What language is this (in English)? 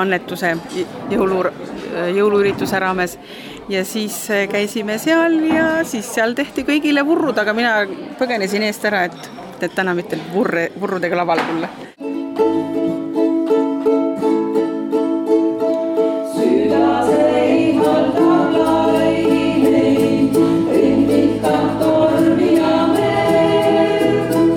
Estonian